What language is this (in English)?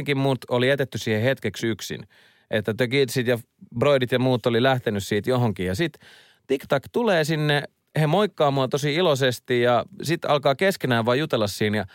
Finnish